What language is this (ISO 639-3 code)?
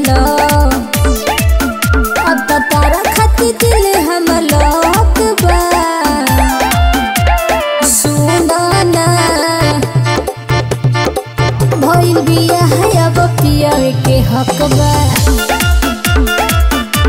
bho